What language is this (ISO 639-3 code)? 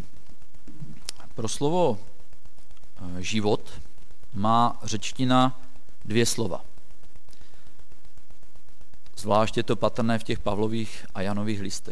ces